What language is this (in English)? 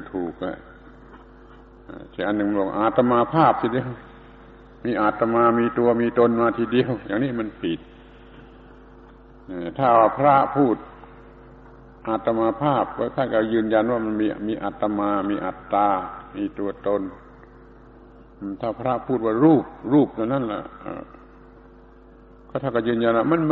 Thai